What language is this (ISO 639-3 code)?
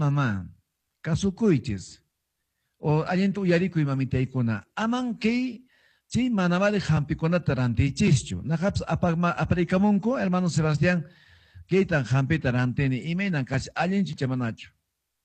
que